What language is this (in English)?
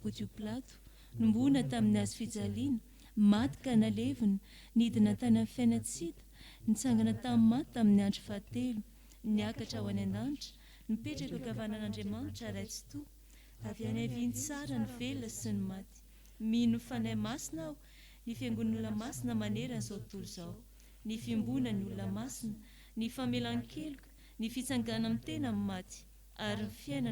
Malagasy